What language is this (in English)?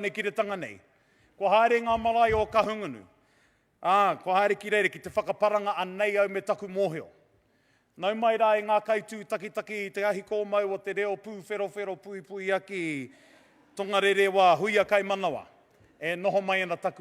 Māori